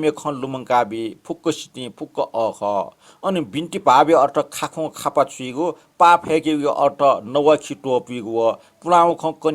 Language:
Newari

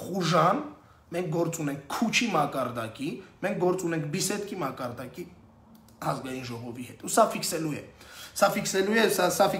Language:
Armenian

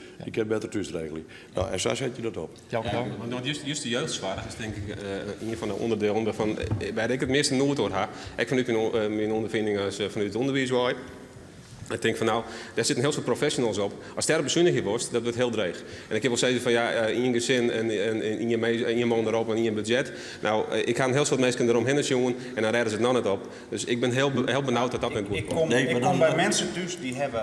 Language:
Western Frisian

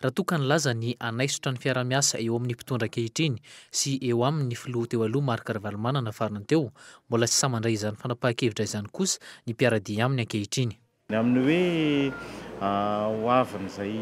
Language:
Malagasy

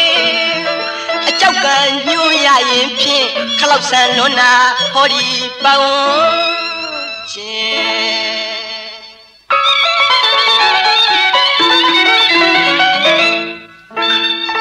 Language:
Burmese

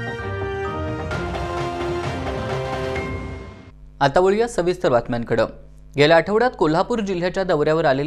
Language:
Marathi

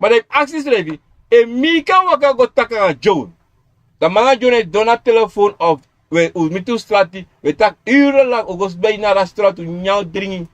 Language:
Sranan Tongo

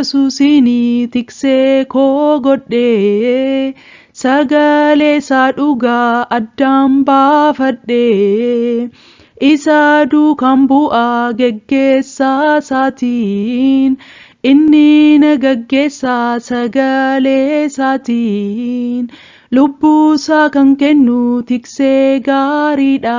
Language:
Oromo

